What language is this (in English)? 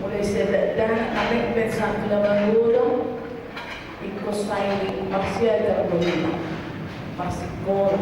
Batak Toba